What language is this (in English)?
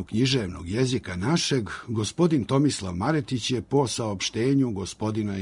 Serbian